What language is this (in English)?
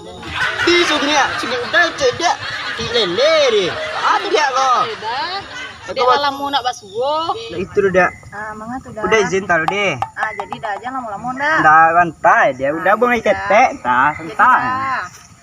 Minangkabau